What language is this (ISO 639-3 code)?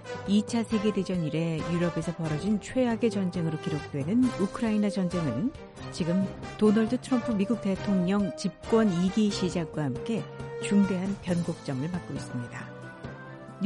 kor